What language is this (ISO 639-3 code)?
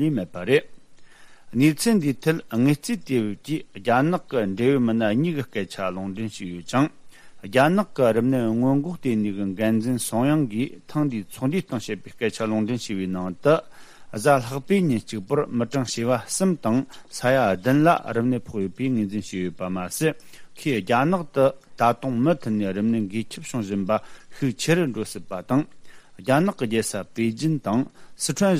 bod